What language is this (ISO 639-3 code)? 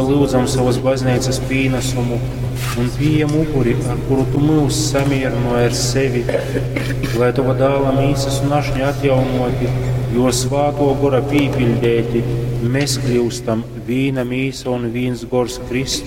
ltg